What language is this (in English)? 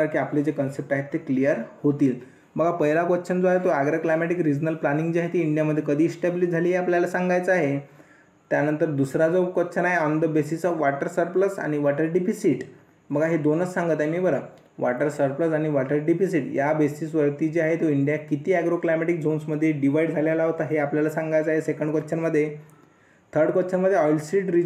Marathi